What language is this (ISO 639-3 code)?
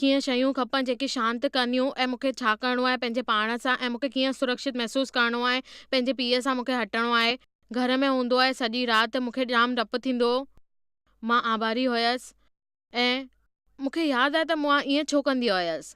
snd